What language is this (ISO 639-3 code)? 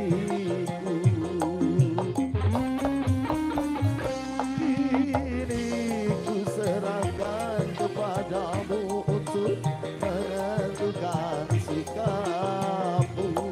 ind